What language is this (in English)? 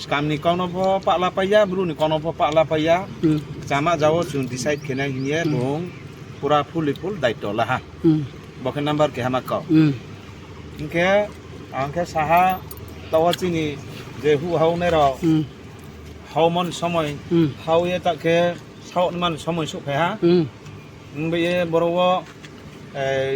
Riang (India)